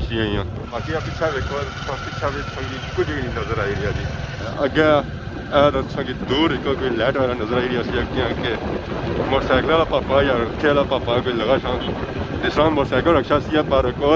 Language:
Pahari-Potwari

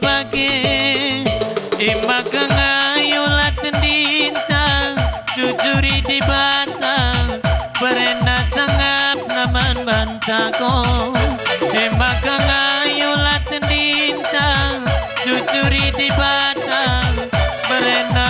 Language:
Batak Karo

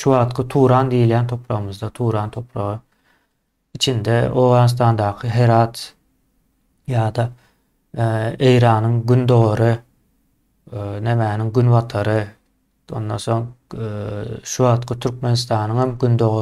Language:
Turkmen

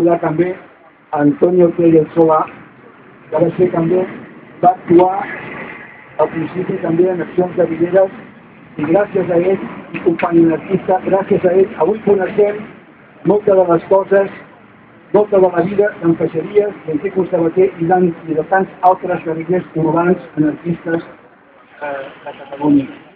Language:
Catalan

